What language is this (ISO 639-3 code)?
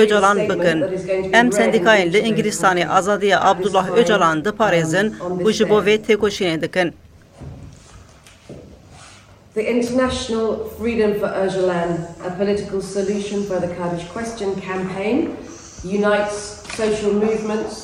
kur